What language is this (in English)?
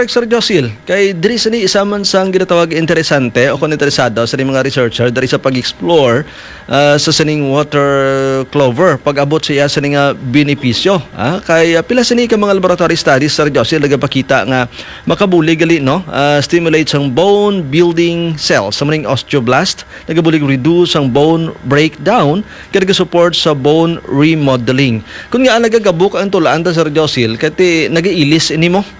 Hiligaynon